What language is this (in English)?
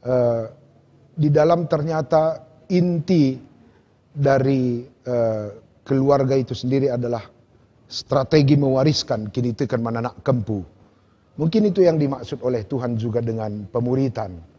Batak Karo